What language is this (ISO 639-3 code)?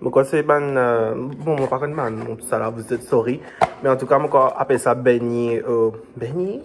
mfe